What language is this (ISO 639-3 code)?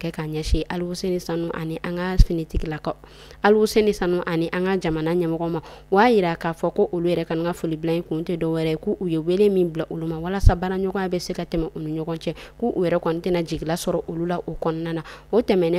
bam